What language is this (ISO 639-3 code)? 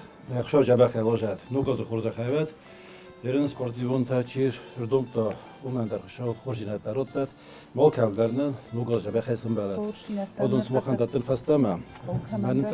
oss